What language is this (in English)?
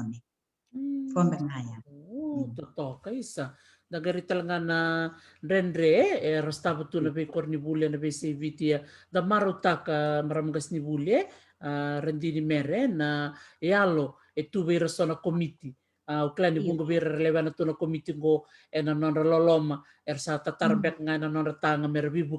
Fijian